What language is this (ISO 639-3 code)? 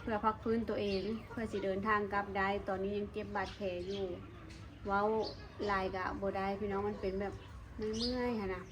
lao